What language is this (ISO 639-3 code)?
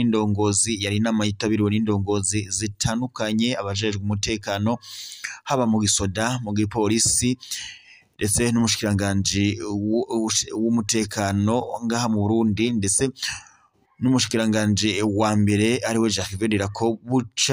run